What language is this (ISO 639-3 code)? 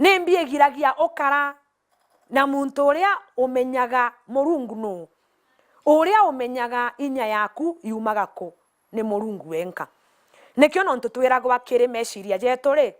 mer